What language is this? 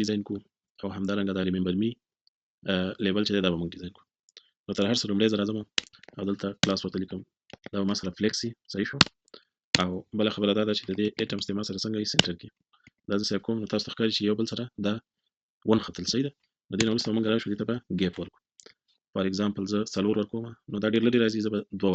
Pashto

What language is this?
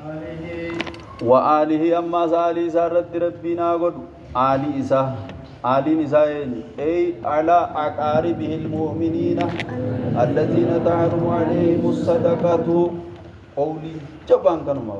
Oromo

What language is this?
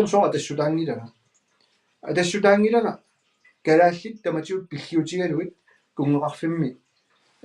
Kalaallisut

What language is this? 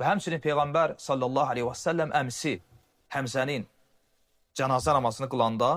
Azerbaijani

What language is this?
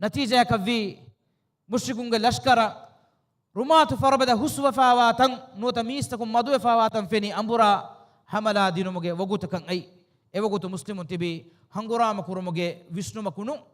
Divehi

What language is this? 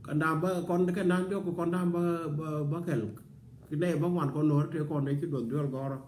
Nuer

